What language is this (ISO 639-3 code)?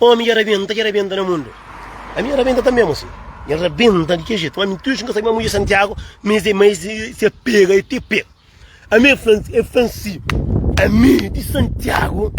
kea